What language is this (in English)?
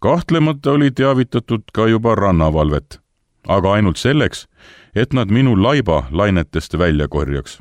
Estonian